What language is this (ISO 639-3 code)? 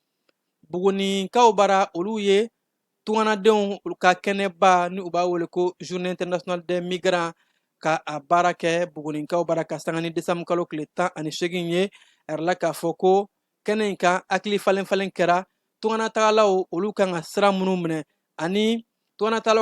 bam